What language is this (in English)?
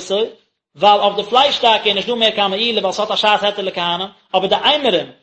Yiddish